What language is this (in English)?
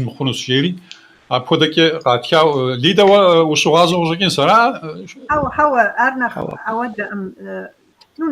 Kabardian